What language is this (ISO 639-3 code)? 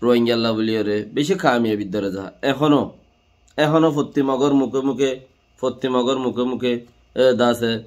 rhg